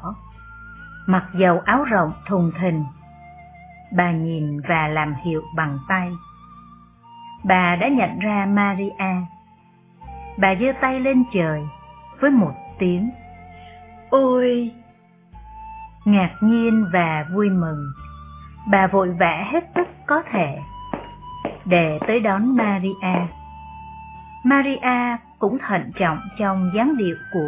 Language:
Vietnamese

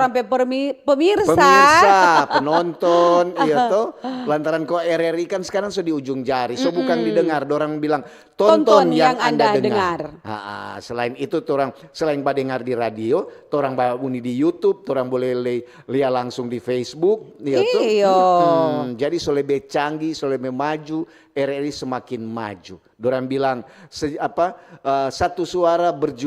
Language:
Manado Malay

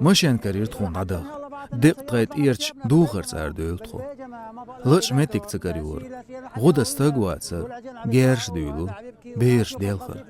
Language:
Chechen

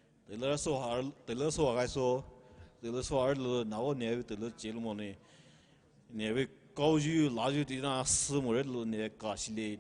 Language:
Poumei Naga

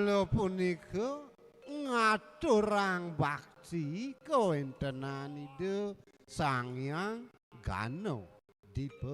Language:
Balinese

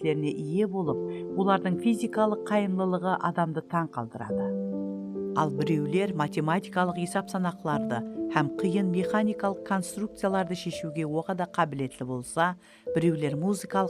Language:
Kara-Kalpak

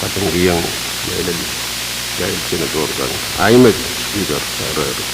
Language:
Pohnpeian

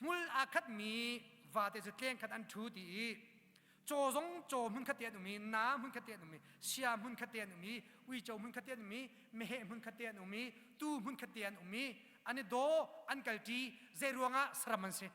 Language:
Hakha Chin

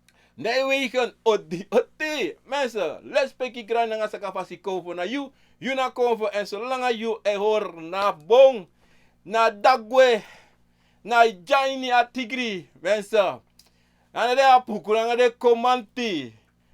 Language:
Sranan Tongo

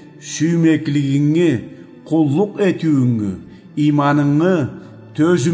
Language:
Karachay-Balkar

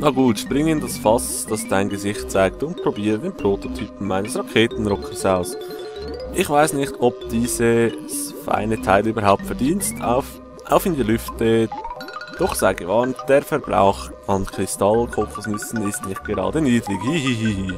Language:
Swiss German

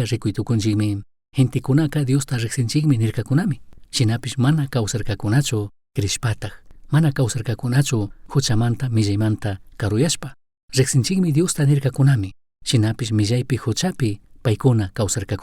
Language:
Chimborazo Highland Quichua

